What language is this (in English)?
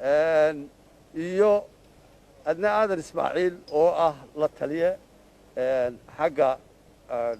Somali